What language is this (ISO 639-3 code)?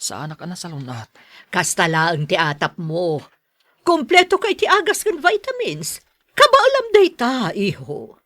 ilo